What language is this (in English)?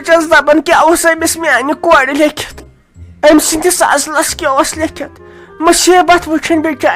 Kashmiri